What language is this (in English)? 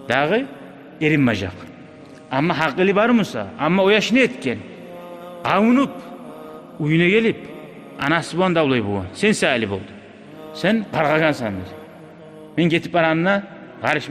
Kumyk